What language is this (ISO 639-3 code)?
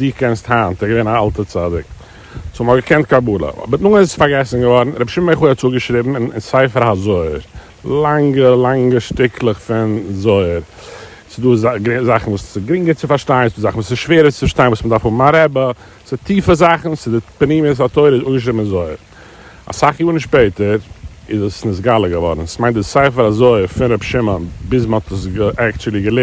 yid